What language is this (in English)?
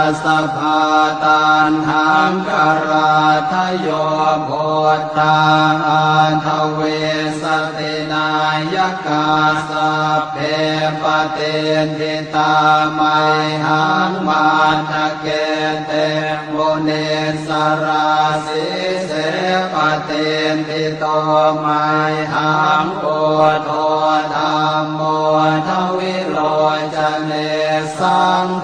Pali